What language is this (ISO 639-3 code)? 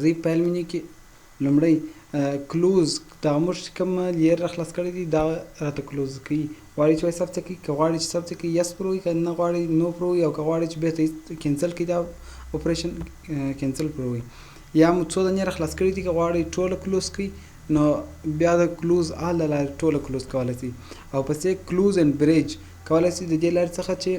pus